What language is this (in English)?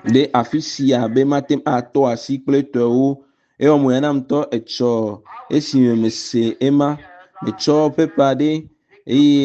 Ewe